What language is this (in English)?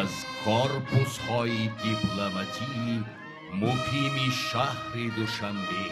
Tajik